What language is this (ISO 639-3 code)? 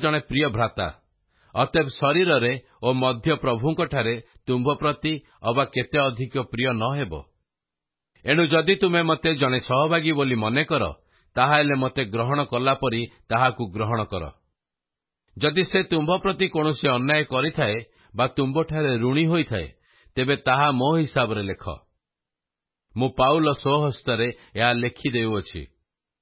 ori